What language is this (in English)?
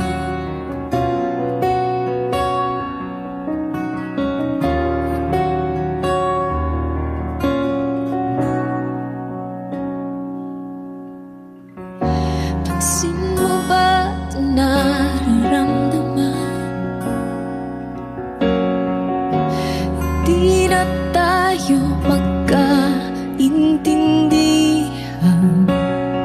Filipino